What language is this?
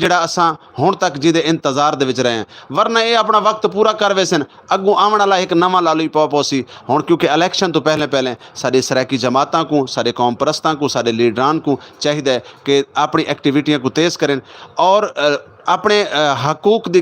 Saraiki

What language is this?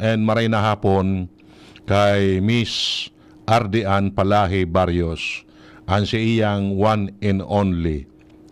Bikol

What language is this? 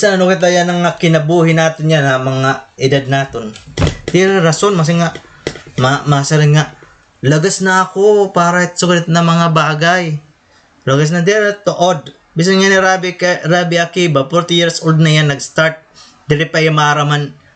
Waray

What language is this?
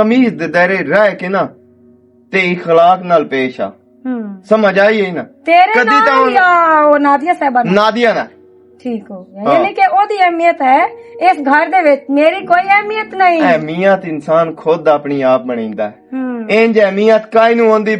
Western Panjabi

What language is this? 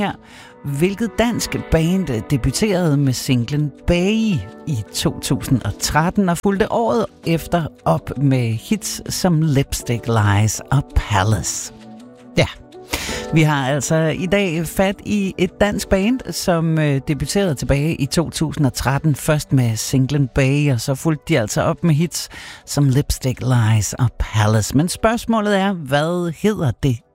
Danish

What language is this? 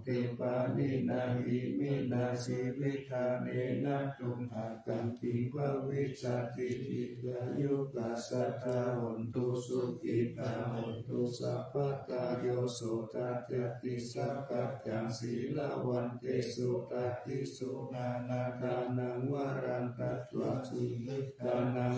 Pali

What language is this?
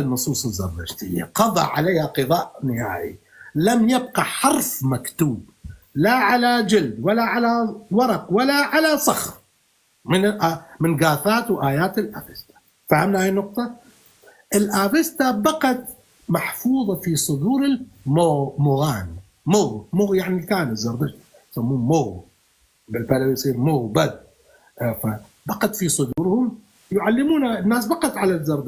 North Levantine Arabic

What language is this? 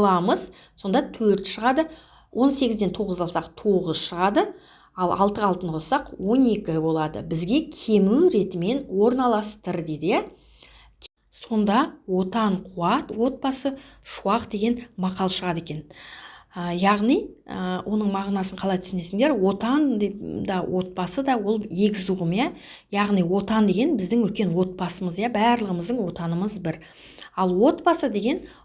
Kazakh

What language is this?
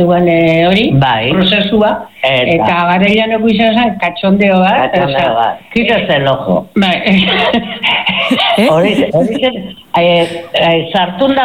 Basque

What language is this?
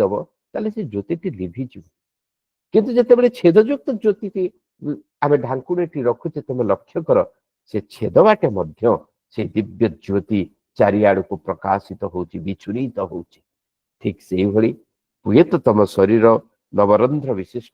Odia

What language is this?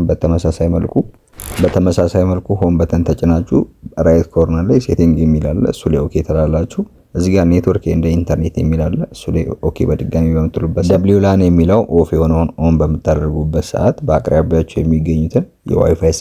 Amharic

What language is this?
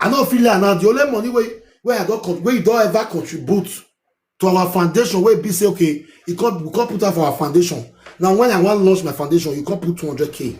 Nigerian Pidgin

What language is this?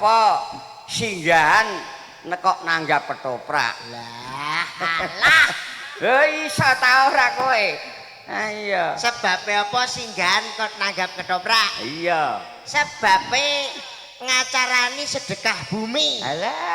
Javanese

